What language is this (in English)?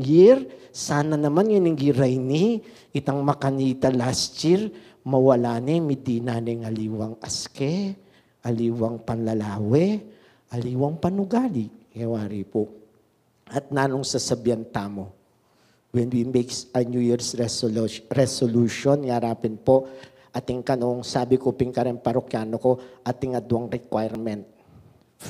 Pampanga